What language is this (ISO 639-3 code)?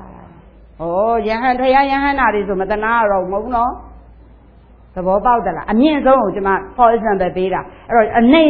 mya